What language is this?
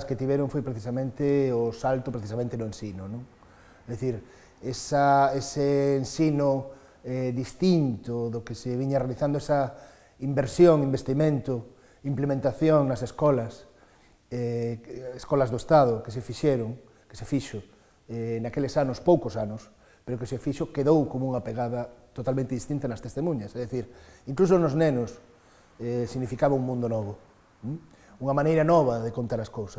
Galician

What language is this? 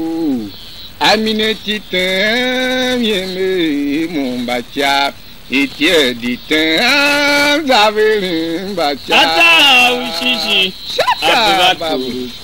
Tiv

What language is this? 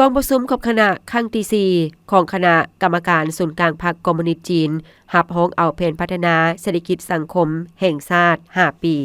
Lao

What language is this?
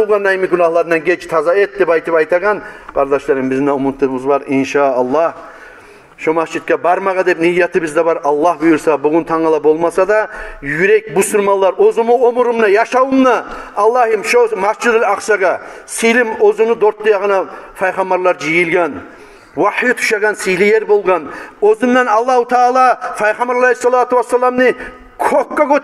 Kumyk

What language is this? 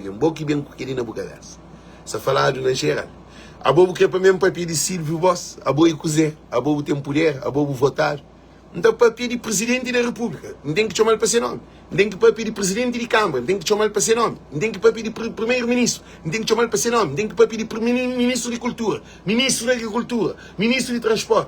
Kabuverdianu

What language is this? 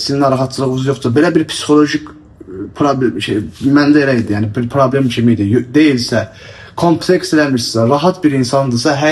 Azerbaijani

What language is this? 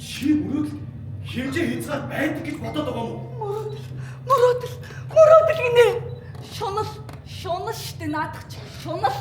Mongolian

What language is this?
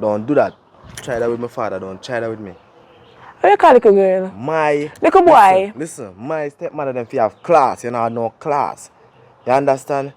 Jamaican Creole English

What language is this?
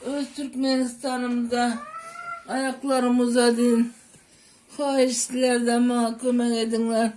Turkmen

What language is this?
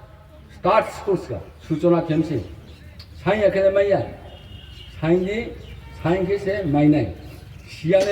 Riang (India)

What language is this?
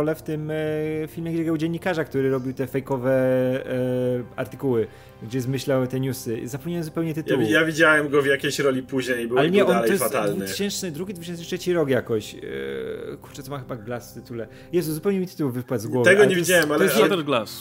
Polish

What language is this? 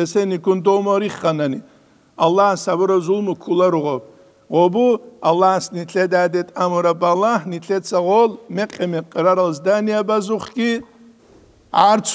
Avaric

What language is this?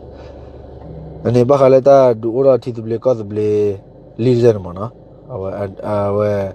S'gaw Karen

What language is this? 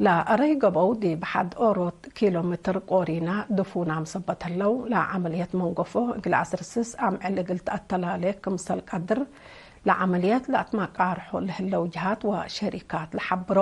Tigre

